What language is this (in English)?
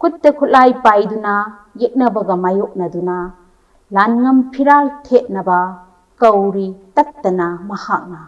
Manipuri